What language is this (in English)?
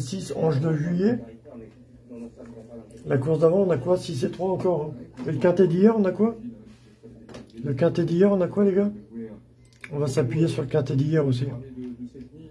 French